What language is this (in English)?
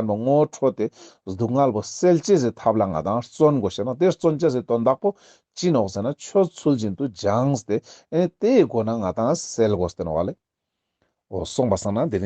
Ladakhi